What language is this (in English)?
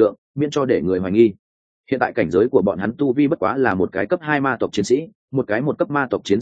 Vietnamese